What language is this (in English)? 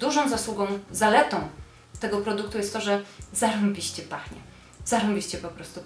Polish